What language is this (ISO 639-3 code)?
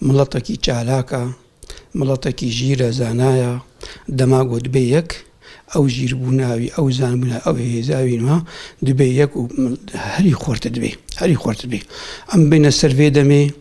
kur